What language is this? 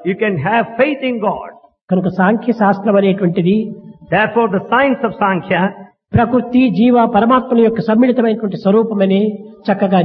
Telugu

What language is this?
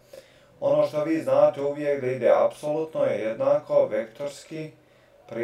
Croatian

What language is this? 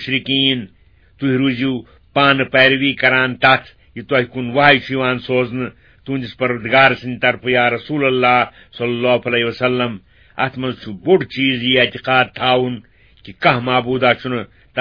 Kashmiri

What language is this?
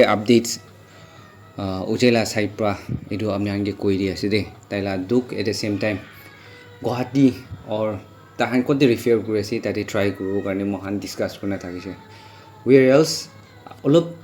Naga Pidgin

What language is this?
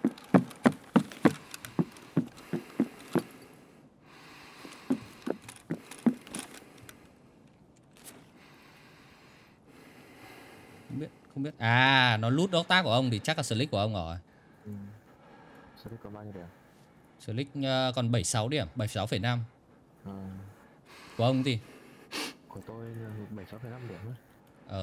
Vietnamese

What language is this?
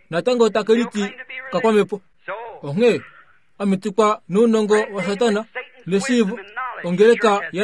Kuanyama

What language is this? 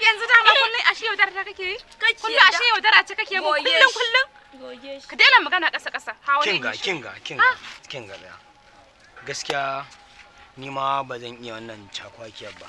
Hausa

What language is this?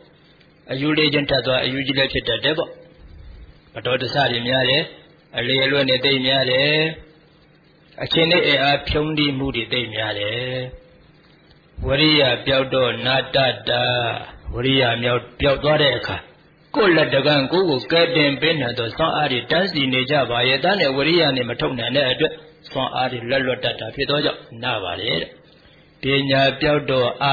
Burmese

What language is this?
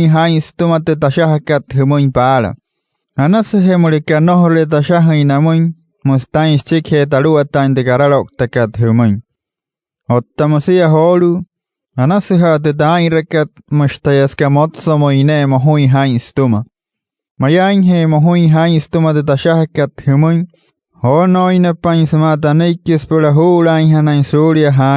Wayuu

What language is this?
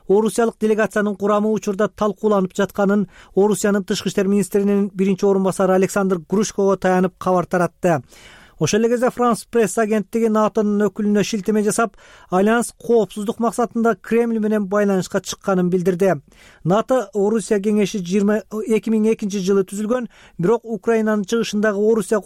Kyrgyz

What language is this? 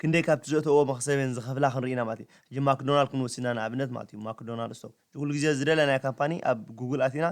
Tigrinya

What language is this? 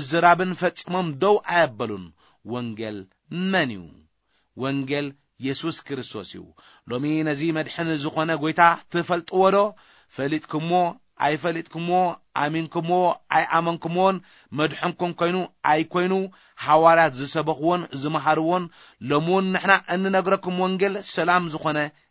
Tigrinya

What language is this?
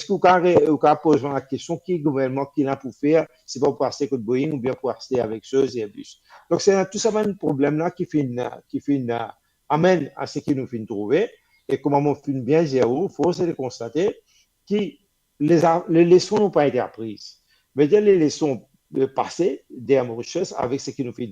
Morisyen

